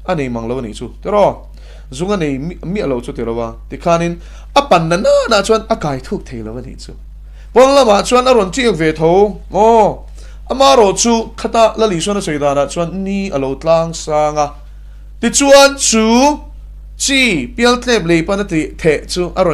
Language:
Mizo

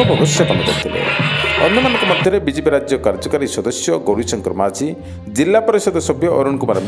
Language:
Odia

